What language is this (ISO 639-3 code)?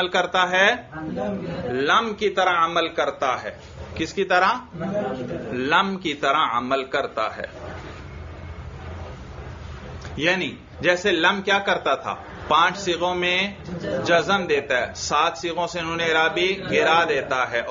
urd